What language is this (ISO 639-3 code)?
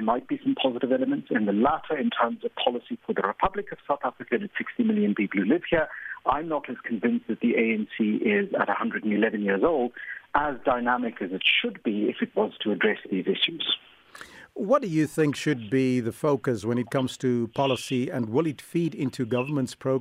eng